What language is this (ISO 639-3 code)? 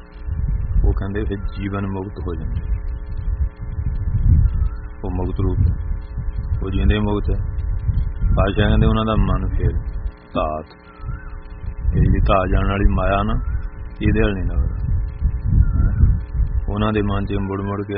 pan